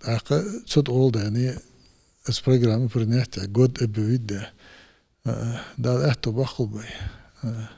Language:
Ingush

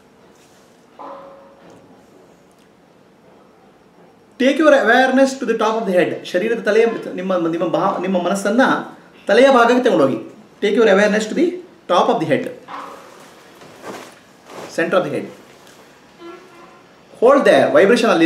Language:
Kannada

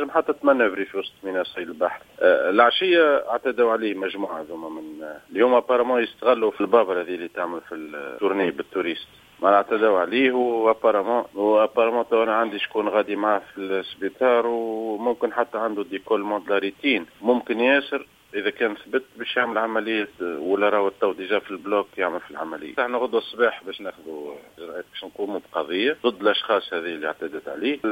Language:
Tunisian Arabic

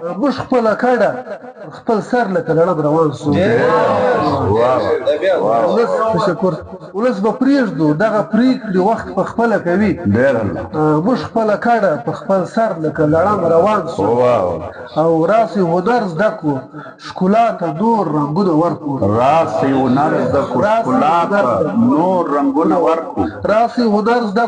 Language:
Pashto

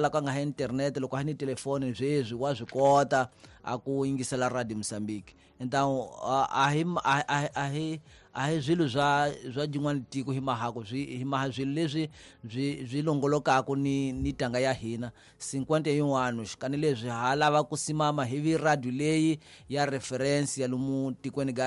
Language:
Tsonga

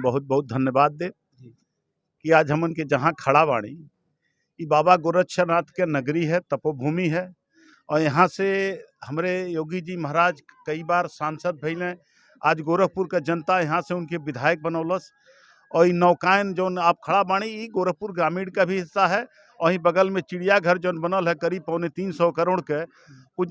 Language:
Bhojpuri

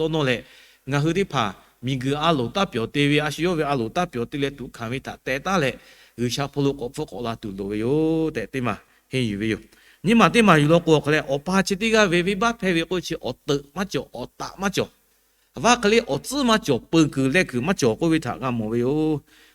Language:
Lahu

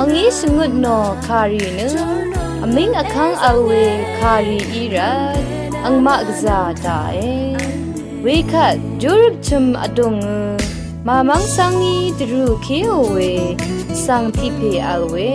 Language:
Rawang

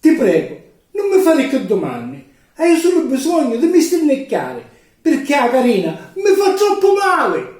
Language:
Sicilian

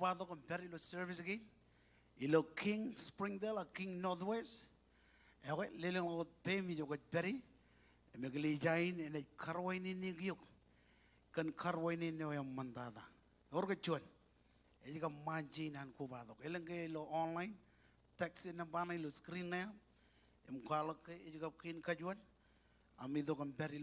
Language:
Marshallese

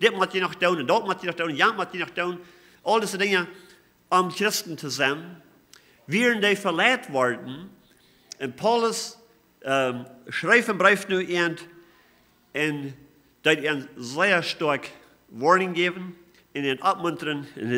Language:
Plautdietsch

